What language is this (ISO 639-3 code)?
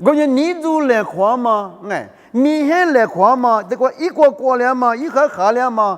lis